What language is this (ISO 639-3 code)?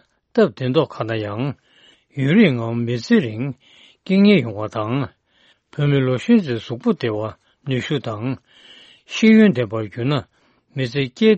bod